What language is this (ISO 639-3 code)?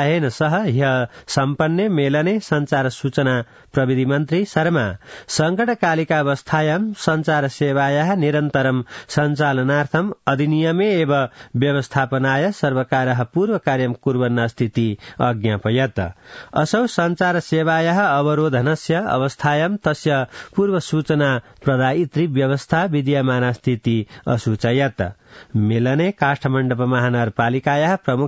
san